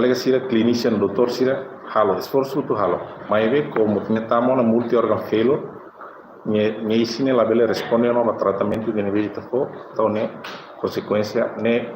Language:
Tetum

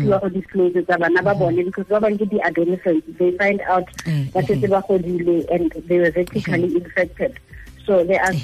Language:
Tswana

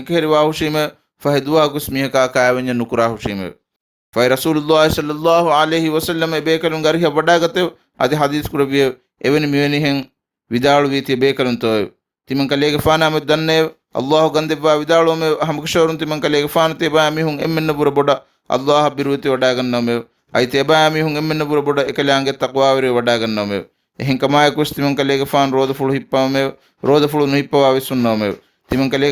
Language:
Divehi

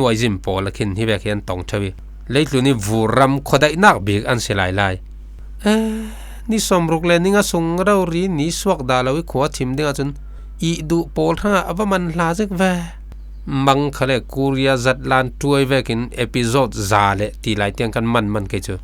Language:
Falam Chin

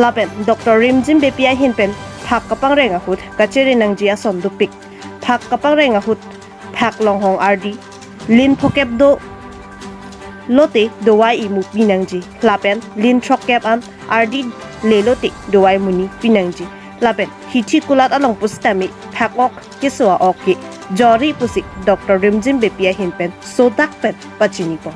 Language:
Karbi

